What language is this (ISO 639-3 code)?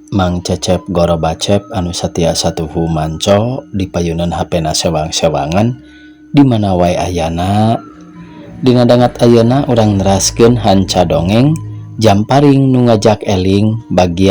sun